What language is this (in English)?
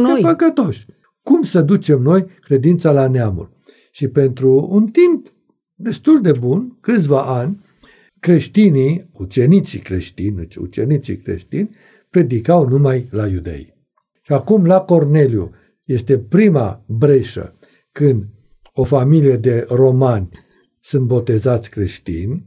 Romanian